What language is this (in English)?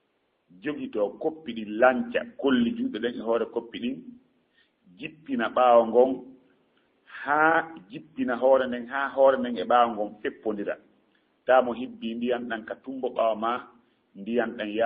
Fula